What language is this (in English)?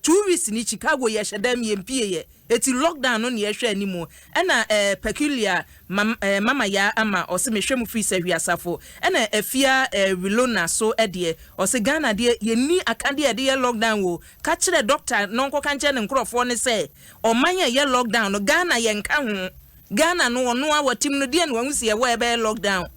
Akan